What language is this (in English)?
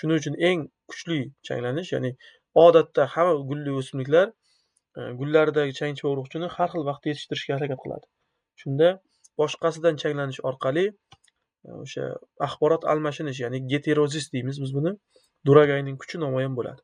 Uzbek